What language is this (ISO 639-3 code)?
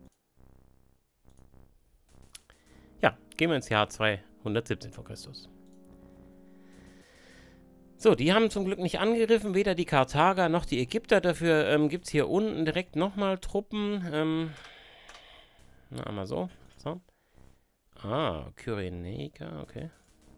deu